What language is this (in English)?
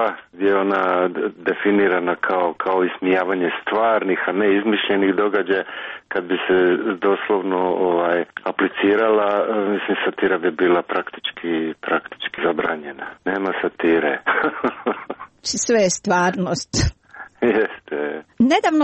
Croatian